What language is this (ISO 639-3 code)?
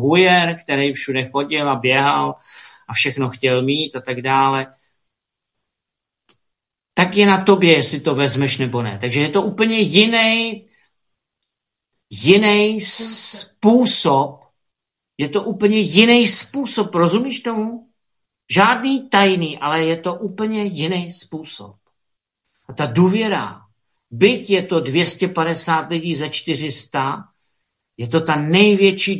ces